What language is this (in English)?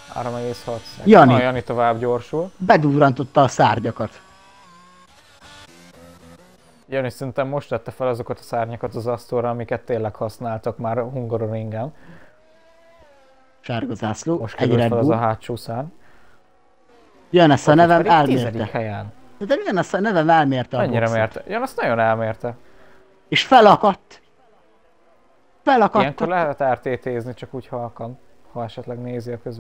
Hungarian